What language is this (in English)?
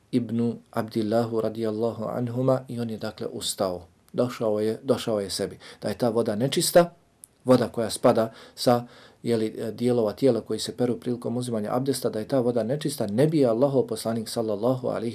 Bosnian